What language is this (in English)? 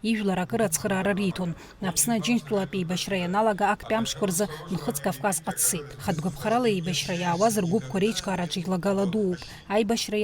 Abkhazian